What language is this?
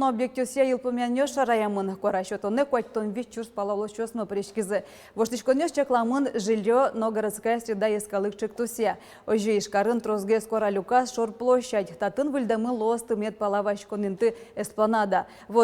Udmurt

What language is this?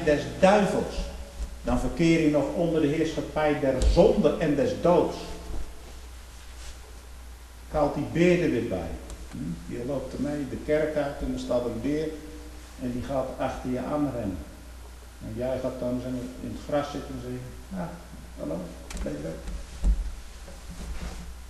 Dutch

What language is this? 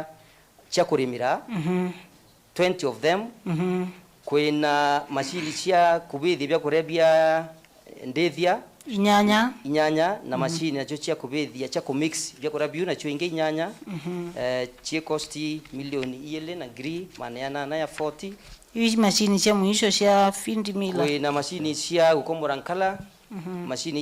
Meru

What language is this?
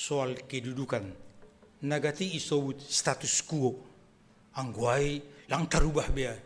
Batak Simalungun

